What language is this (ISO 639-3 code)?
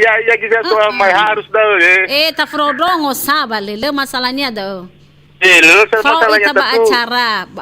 nia